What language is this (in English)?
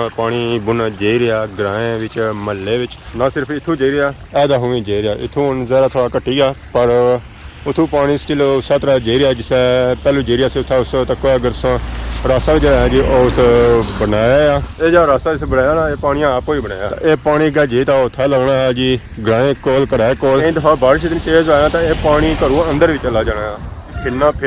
Pahari-Potwari